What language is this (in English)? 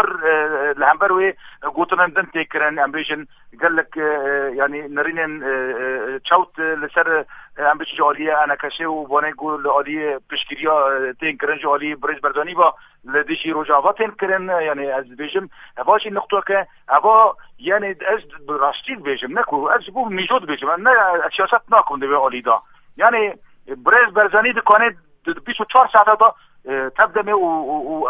Kurdish